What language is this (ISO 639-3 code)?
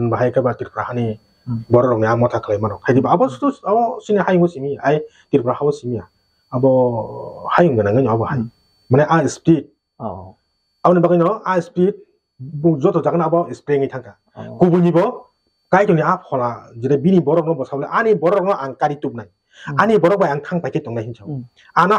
trp